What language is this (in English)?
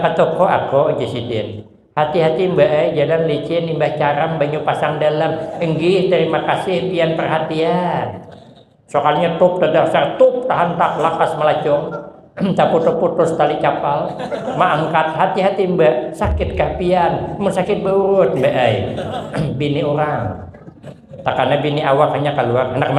Banjar